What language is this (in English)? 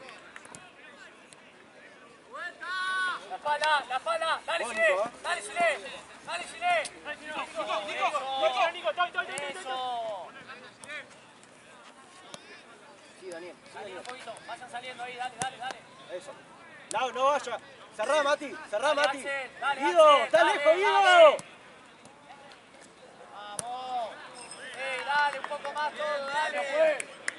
Spanish